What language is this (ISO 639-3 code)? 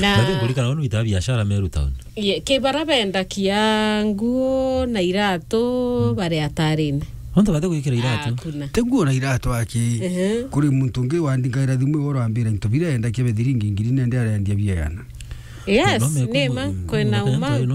mer